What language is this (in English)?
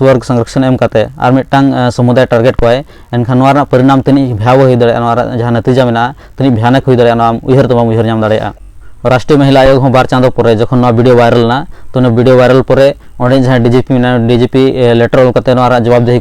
Santali